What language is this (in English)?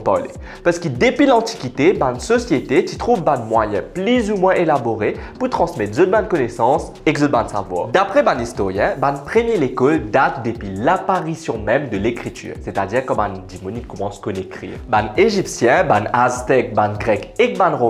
Morisyen